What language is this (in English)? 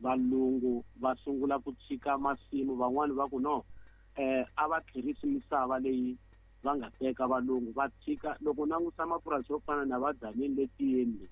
Tsonga